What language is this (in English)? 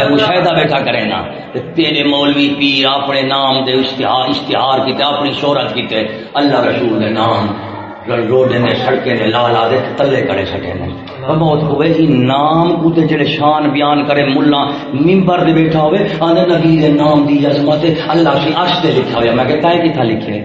Saraiki